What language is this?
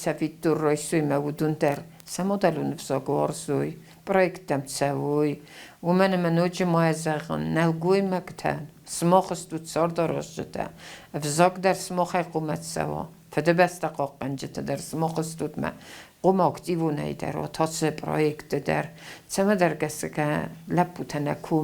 Ossetic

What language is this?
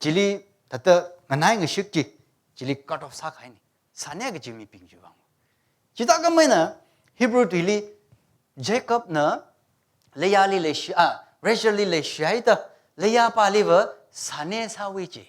Tangkhul Naga (India)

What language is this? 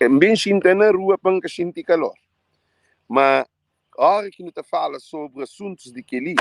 Kabuverdianu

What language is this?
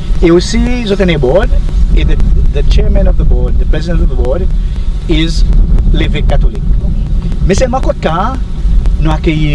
Seselwa Creole French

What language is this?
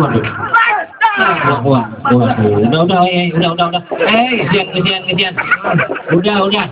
Betawi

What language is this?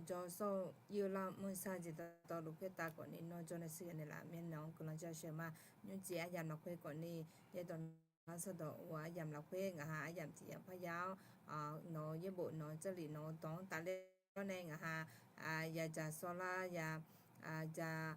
Akha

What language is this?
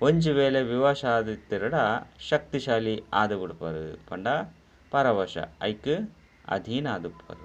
Tulu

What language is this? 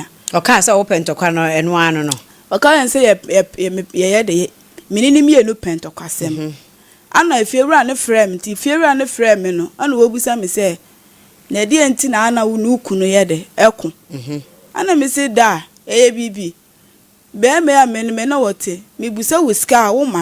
Akan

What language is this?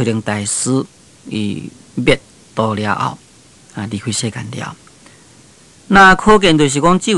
Min Nan Chinese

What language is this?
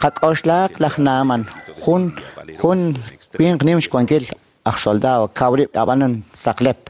Kekchí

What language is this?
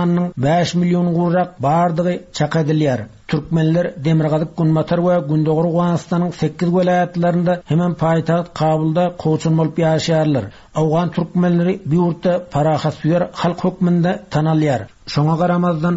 Turkmen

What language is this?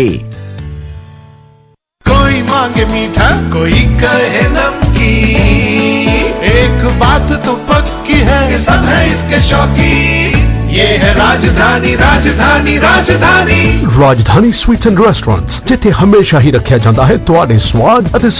Punjabi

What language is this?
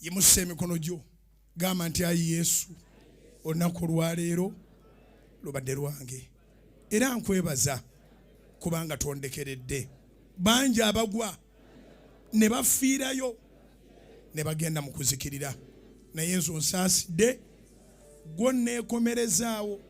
Ganda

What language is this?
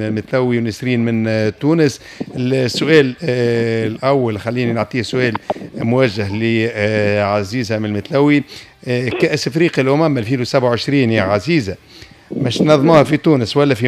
Tunisian Arabic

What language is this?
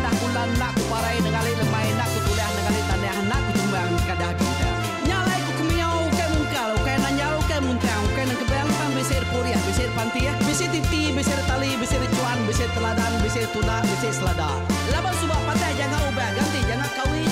Iban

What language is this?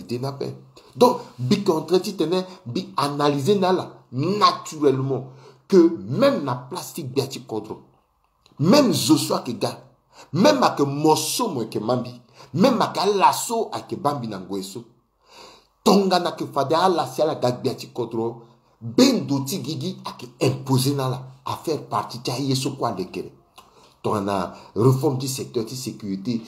Sango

